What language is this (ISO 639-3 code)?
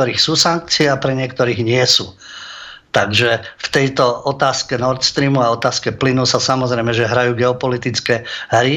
slk